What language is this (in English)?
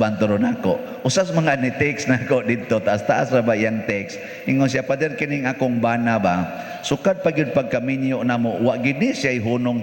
Cebuano